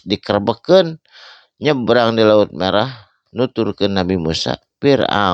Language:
Sundanese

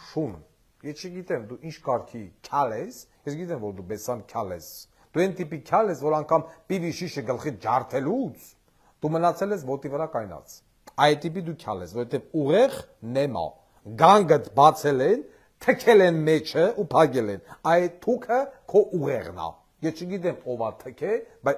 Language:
Armenian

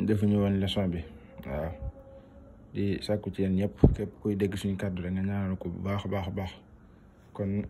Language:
Wolof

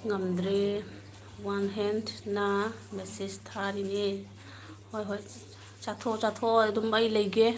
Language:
Manipuri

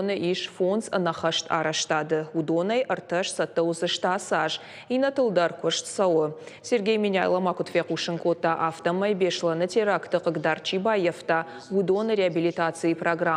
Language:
Ossetic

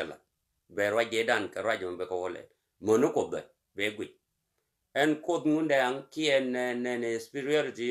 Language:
Nuer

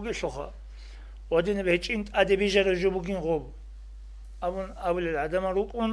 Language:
Avaric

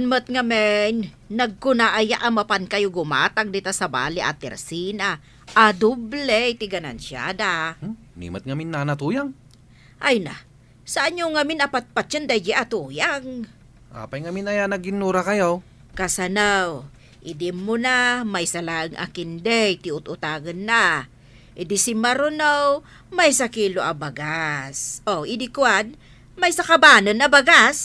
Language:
Iloko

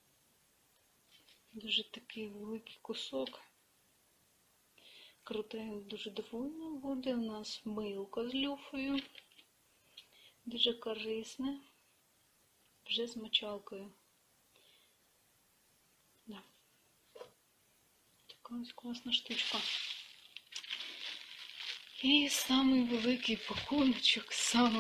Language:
Ukrainian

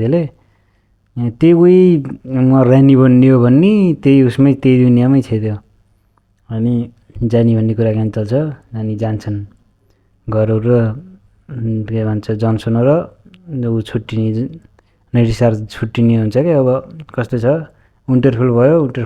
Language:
Nepali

